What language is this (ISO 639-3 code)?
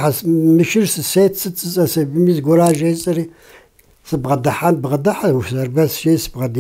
kbd